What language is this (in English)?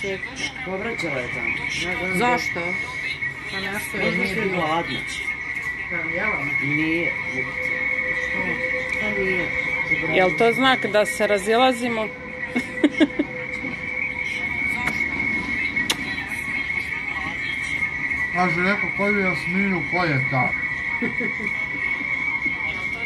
Croatian